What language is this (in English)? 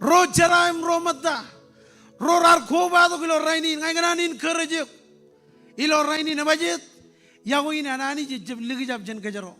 Marshallese